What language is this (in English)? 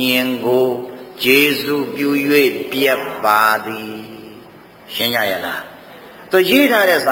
Burmese